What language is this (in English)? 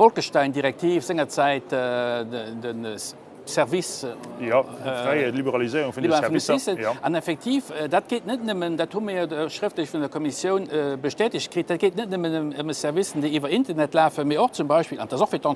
Luxembourgish